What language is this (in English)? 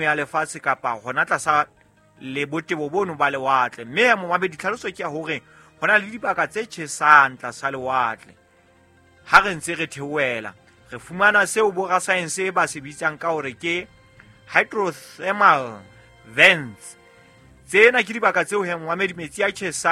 Southern Sotho